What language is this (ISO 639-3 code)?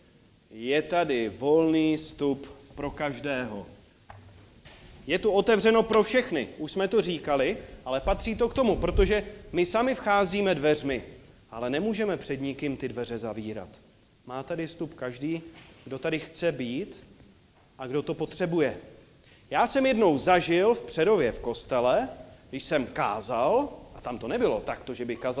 ces